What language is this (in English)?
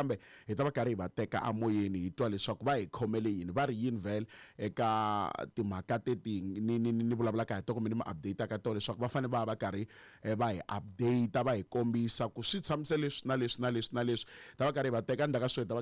Tsonga